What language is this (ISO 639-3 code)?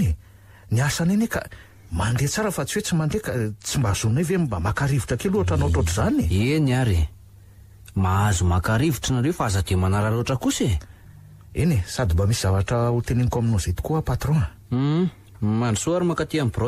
mlg